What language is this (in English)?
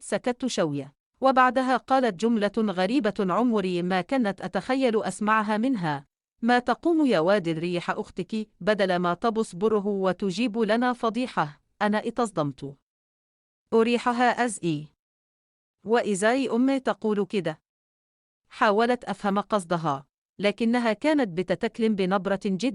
Egyptian Arabic